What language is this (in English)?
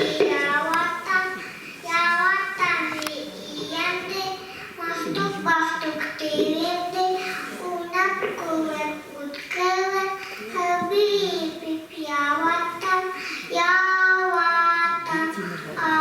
Bashkir